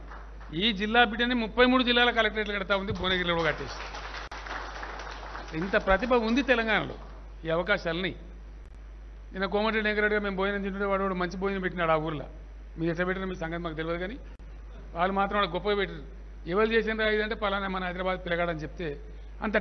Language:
Telugu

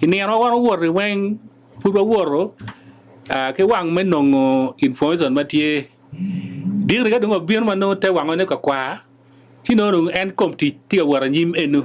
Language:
Acoli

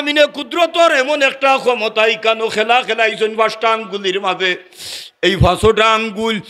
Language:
Sylheti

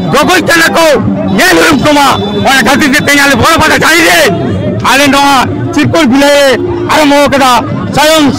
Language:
Santali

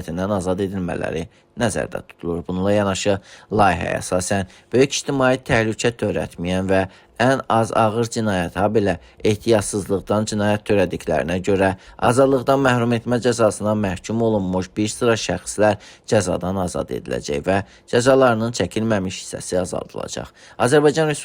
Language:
Azerbaijani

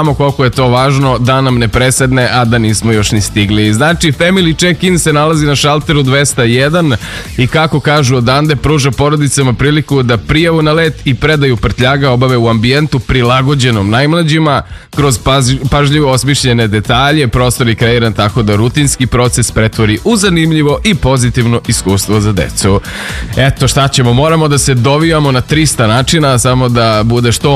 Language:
Serbian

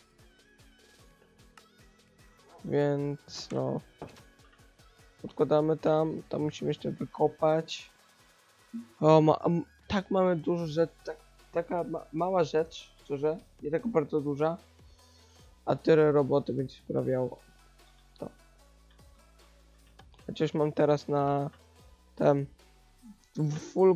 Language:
Polish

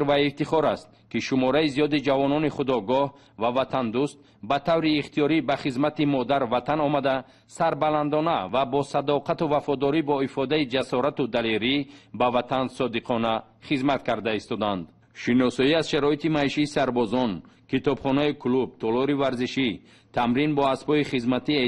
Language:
Tajik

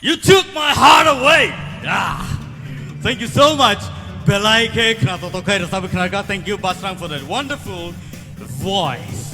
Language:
Kok Borok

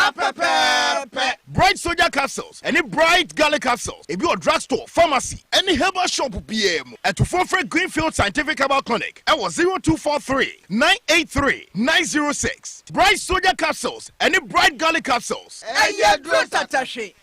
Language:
Akan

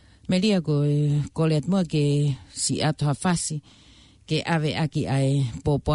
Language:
Tongan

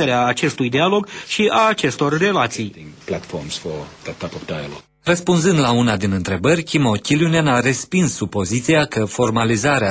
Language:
Romanian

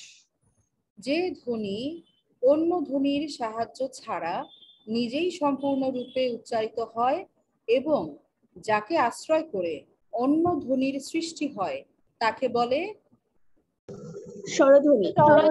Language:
Bangla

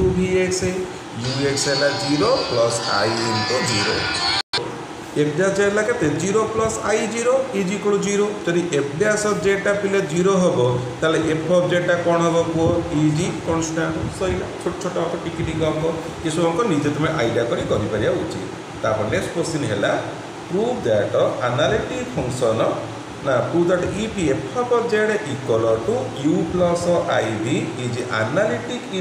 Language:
Odia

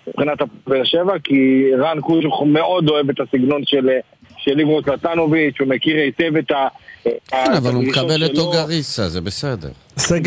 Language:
Hebrew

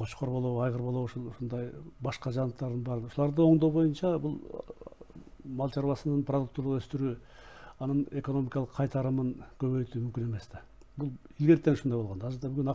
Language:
Kyrgyz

